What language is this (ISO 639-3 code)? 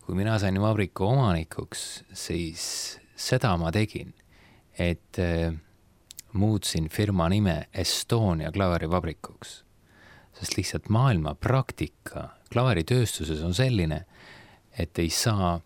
est